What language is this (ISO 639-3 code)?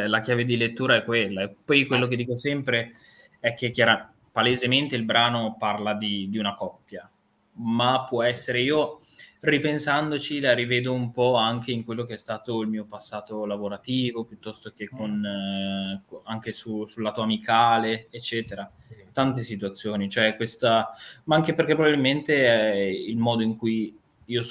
ita